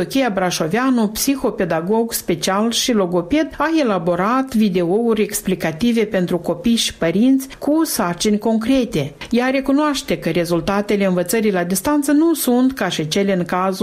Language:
Romanian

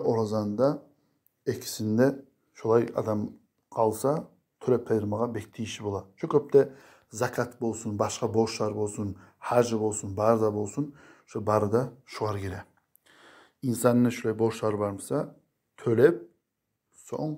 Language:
Kumyk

